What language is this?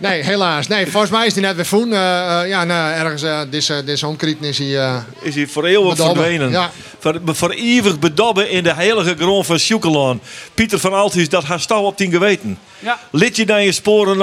Western Frisian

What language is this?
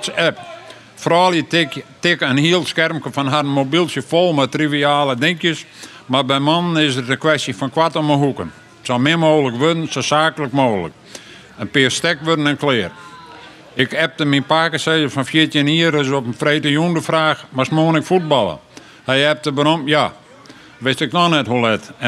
Western Frisian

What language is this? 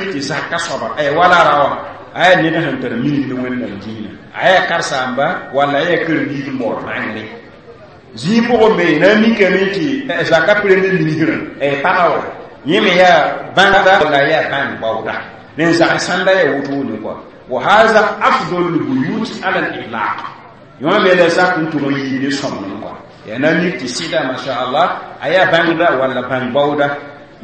Mossi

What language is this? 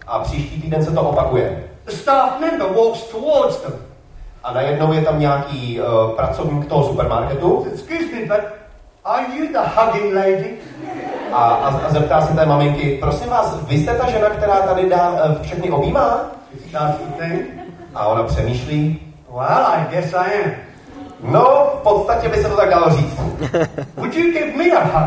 Czech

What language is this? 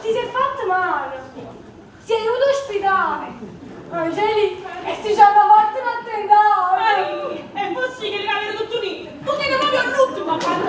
Neapolitan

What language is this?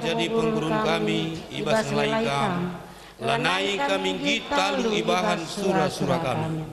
Batak Karo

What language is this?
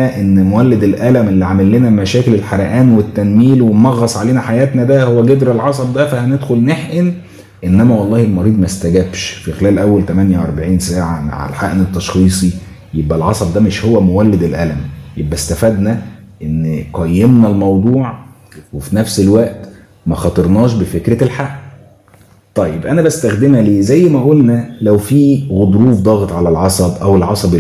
Egyptian Arabic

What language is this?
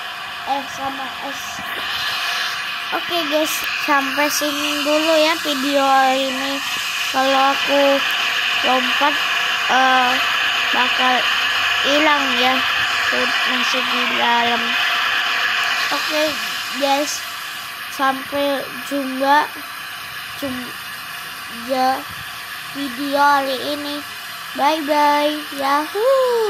Indonesian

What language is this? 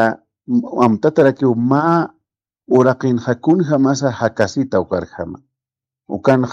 Aymara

